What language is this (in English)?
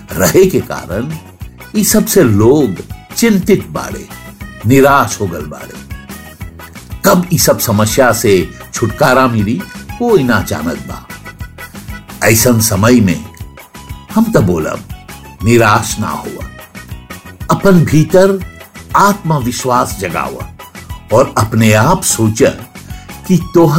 Bhojpuri